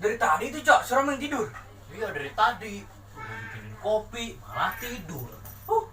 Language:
Betawi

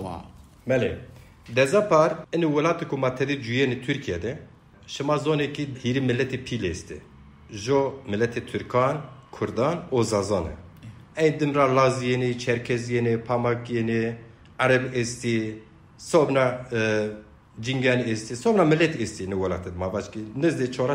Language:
Zaza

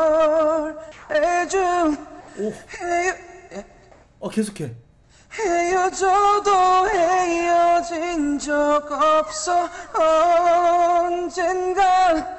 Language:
Korean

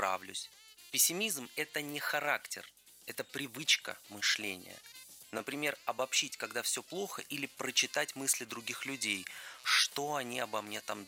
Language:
Russian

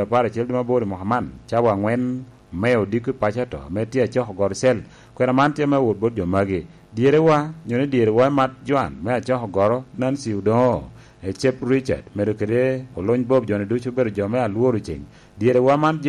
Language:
Lango (Uganda)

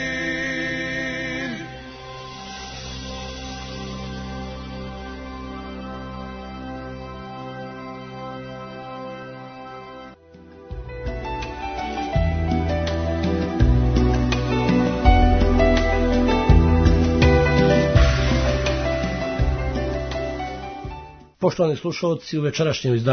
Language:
Croatian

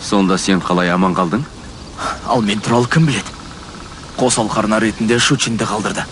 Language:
Kazakh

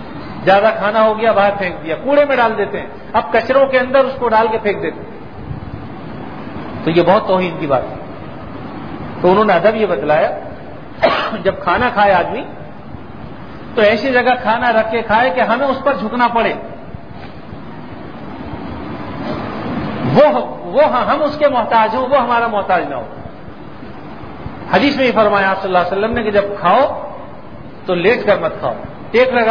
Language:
Urdu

